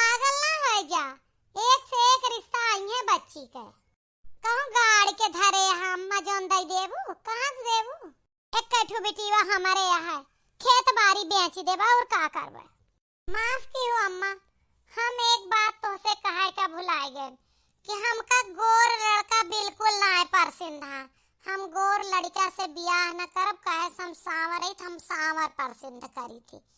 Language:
Awadhi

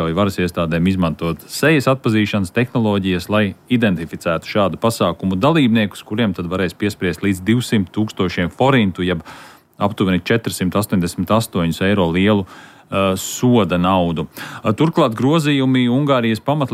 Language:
Latvian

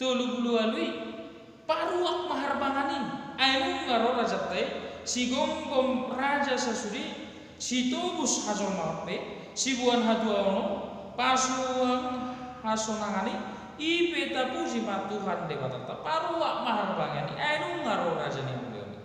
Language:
Batak Toba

